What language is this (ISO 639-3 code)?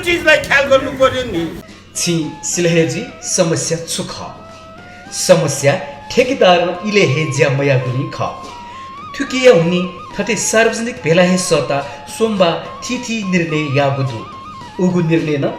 new